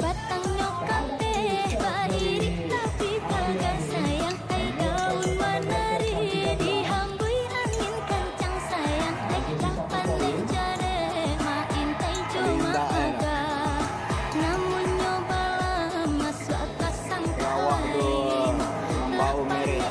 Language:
Minangkabau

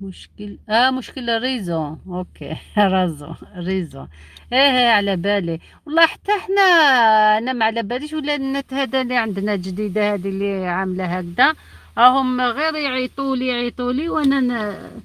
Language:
Algerian Arabic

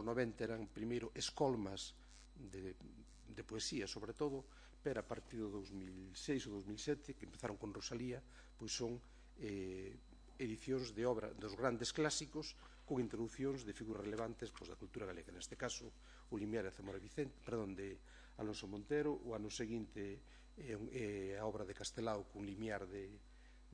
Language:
Galician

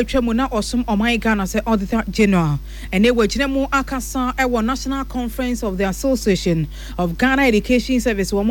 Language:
Akan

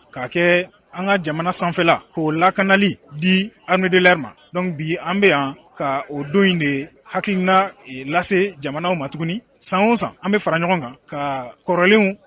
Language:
Bambara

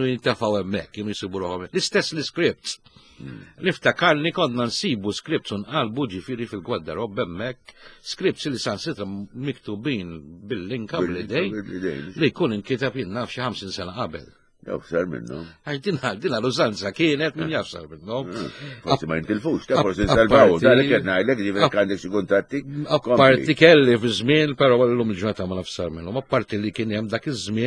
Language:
Maltese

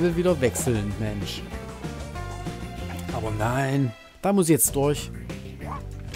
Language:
German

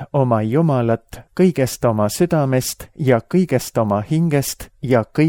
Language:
Estonian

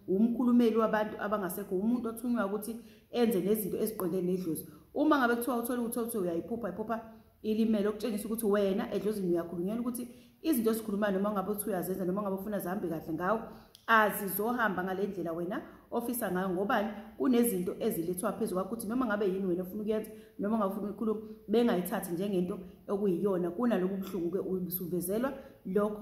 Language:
Zulu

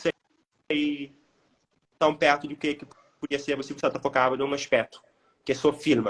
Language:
Kabuverdianu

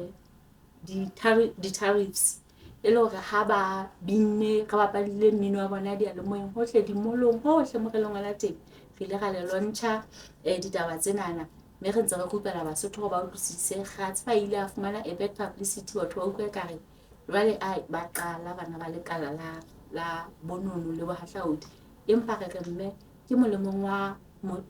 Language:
Southern Sotho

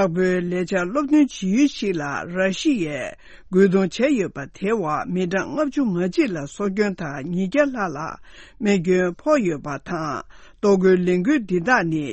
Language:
Tibetan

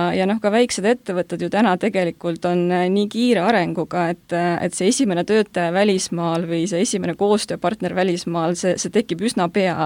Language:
Estonian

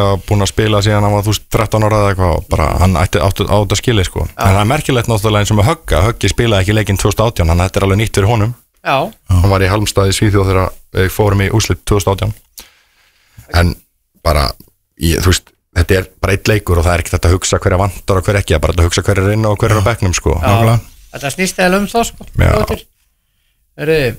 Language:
Icelandic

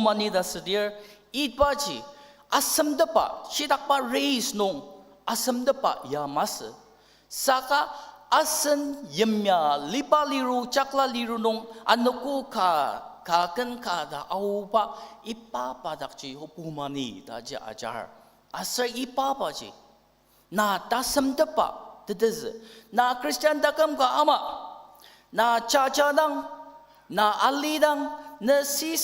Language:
Ao Naga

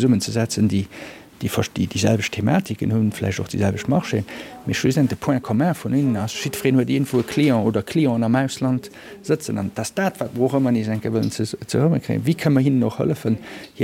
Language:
Luxembourgish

